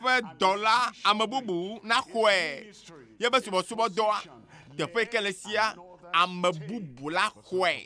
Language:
Ewe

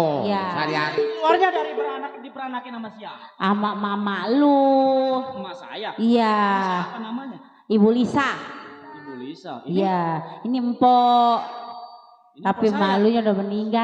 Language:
Betawi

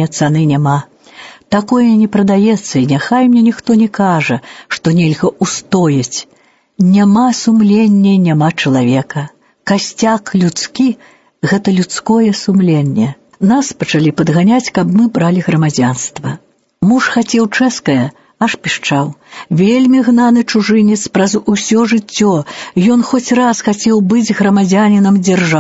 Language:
Belarusian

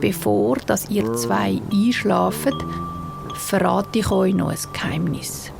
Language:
Swiss German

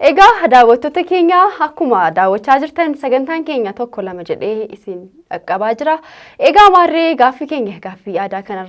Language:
Oromo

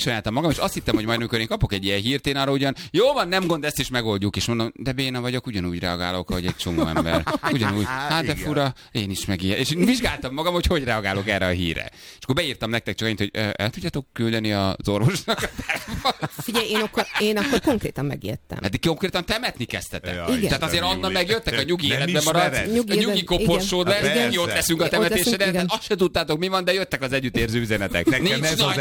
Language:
Hungarian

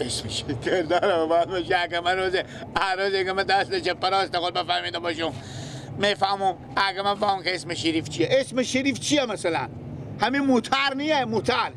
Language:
Persian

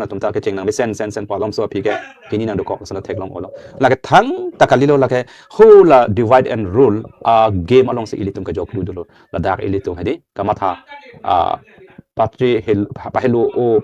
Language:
Karbi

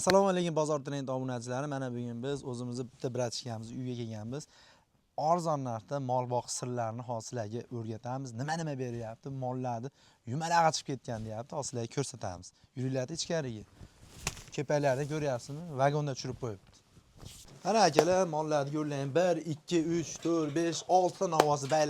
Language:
Uzbek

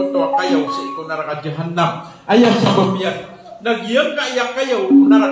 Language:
Maranao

